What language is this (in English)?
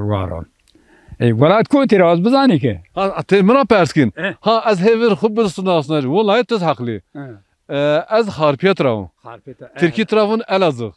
Zaza